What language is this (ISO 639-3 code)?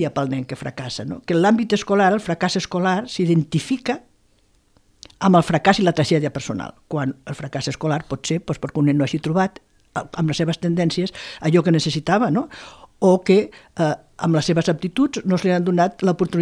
cat